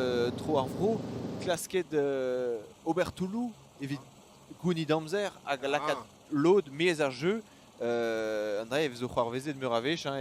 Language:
Breton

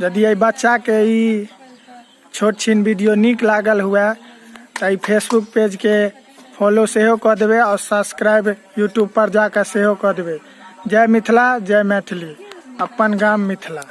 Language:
Maithili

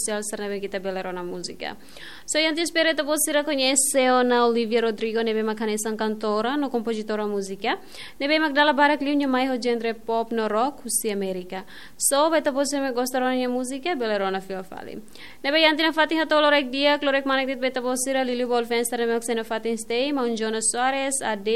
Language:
Tetum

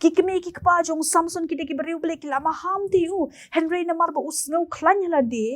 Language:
Khasi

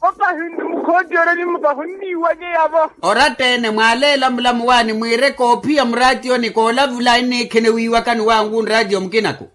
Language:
Makhuwa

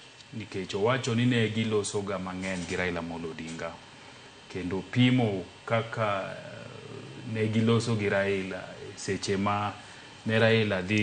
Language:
Luo (Kenya and Tanzania)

